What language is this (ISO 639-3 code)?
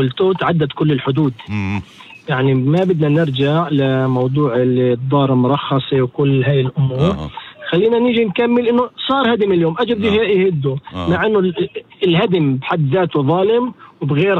apc